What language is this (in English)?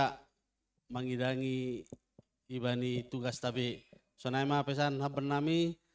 Batak Simalungun